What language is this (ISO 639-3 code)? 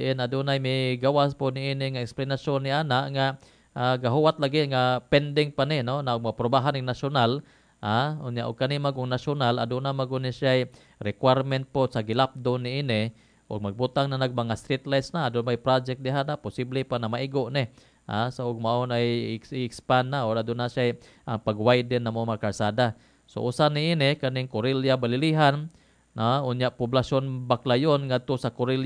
ceb